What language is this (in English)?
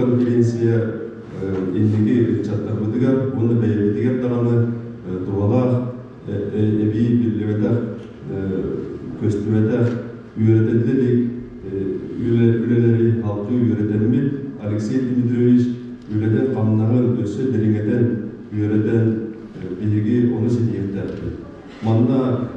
Yakut